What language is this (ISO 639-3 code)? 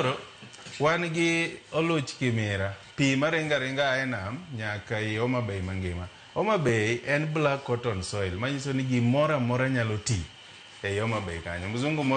luo